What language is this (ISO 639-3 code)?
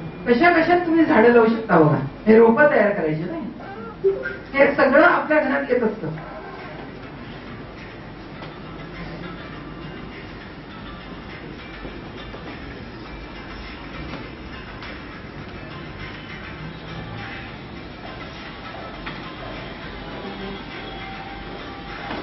mar